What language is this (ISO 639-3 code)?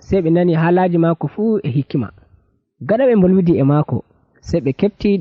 fuv